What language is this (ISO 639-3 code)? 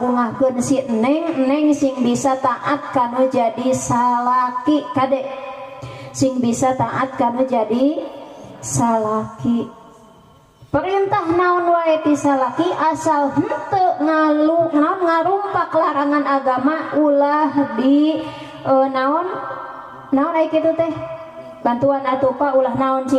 sun